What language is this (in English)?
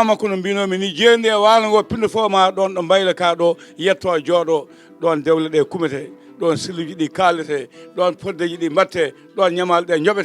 Fula